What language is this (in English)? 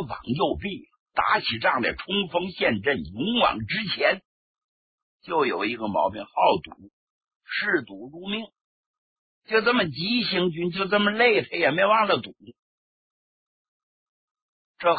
Chinese